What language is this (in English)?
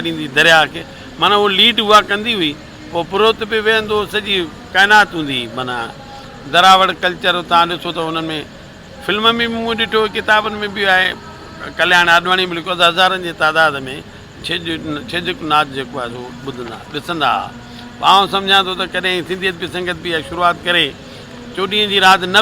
Sindhi